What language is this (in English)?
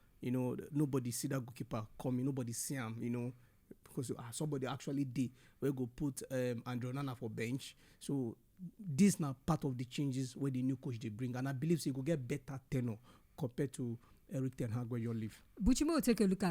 Nigerian Pidgin